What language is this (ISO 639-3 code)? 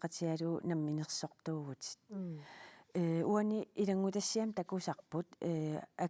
kal